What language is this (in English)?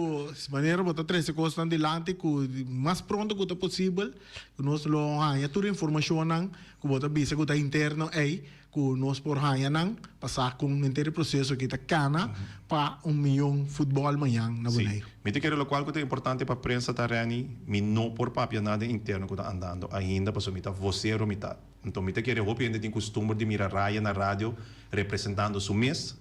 Papiamento